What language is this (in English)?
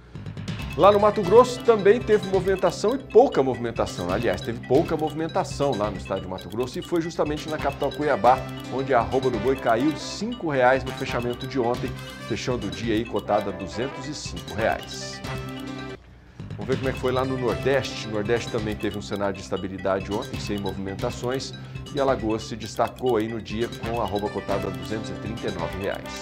Portuguese